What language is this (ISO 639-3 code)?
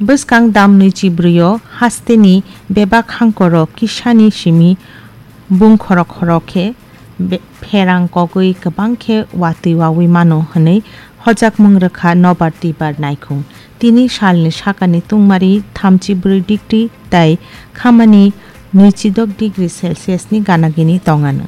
trp